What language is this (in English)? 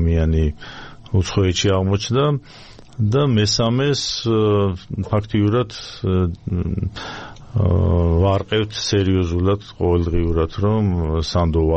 Georgian